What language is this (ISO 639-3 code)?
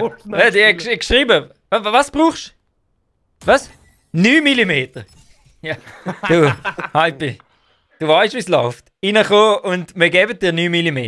gsw